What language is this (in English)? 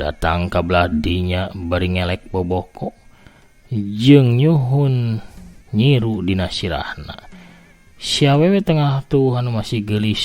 Sundanese